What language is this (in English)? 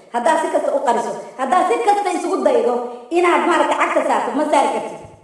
Somali